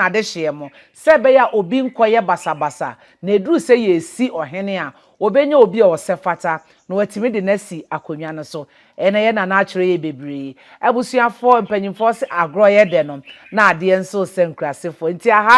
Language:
Akan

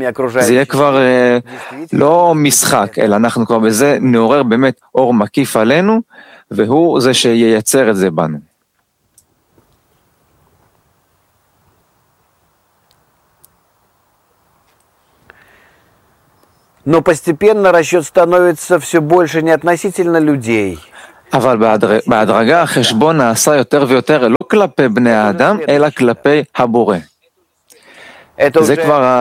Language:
Hebrew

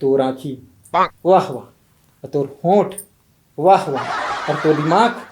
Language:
Chhattisgarhi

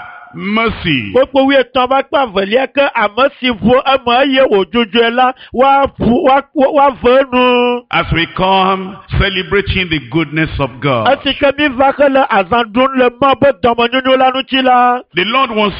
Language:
Ewe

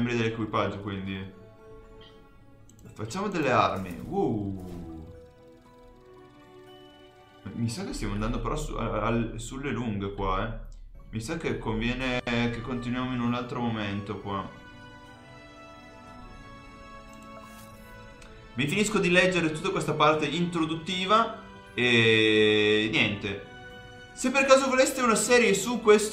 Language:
Italian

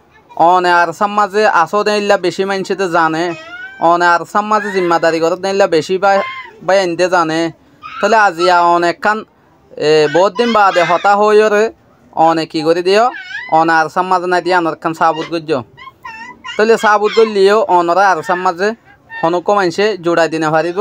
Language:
Rohingya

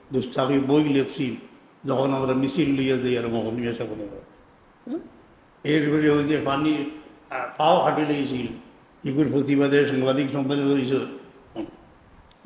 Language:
Sylheti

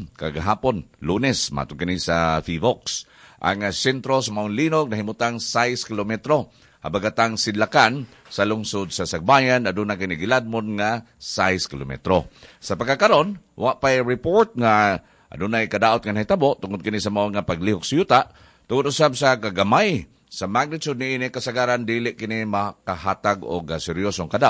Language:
Cebuano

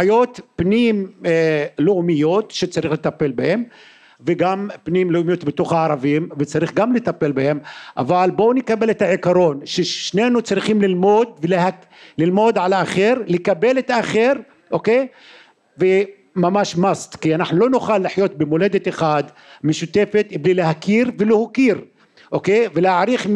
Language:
Hebrew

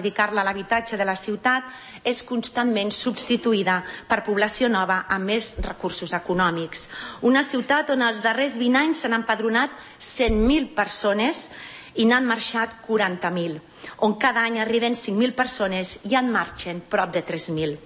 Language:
Catalan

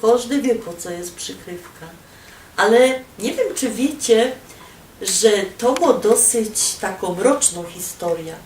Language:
Silesian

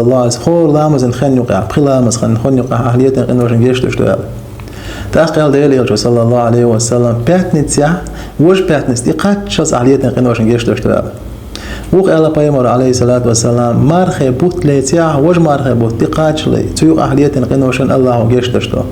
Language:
Chechen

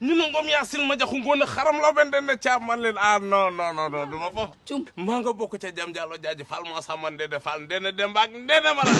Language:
Wolof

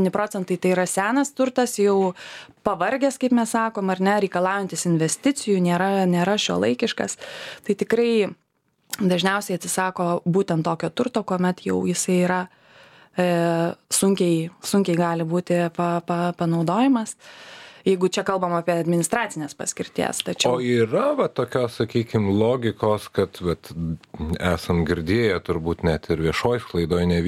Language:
Lithuanian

